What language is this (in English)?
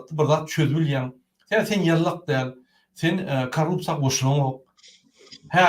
Turkmen